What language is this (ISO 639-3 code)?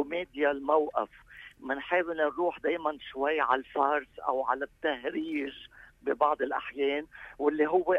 apc